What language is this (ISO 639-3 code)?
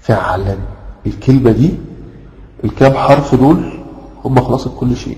arz